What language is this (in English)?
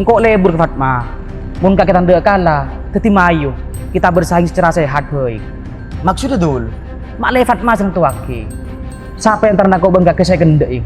Madurese